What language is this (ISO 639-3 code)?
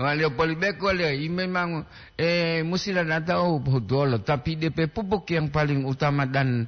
gor